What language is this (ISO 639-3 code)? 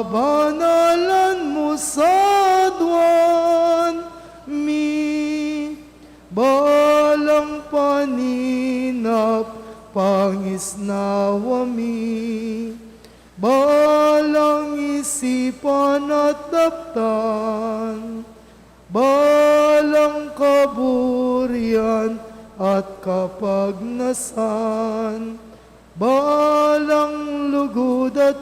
pam